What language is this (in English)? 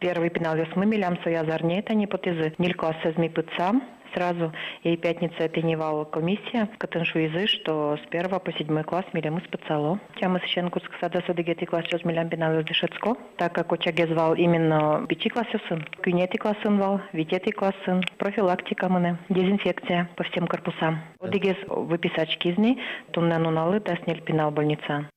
Udmurt